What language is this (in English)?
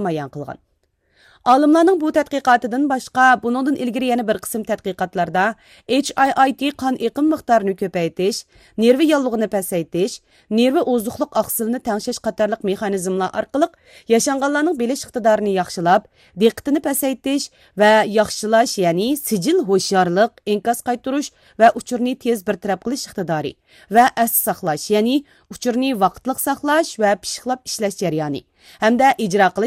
Uyghur